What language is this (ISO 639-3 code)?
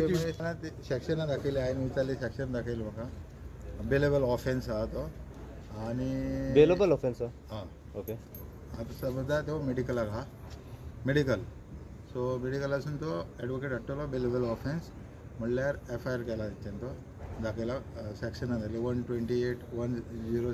kok